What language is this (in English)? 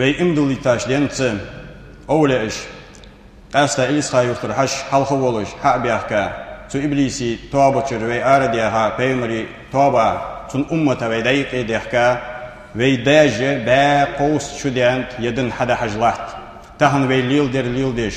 Ingush